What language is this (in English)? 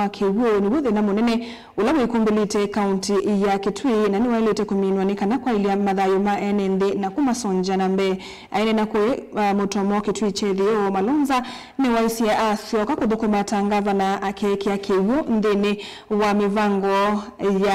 Kamba